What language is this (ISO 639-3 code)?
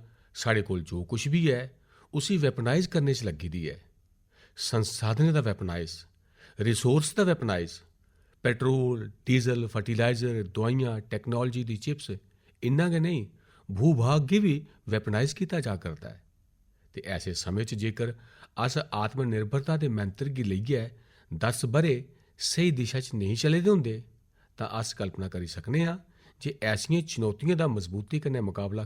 doi